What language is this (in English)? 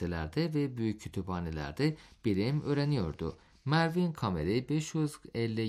Turkish